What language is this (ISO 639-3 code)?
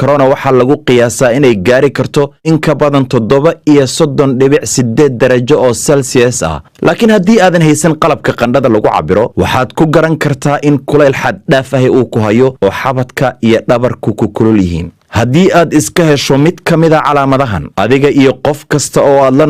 som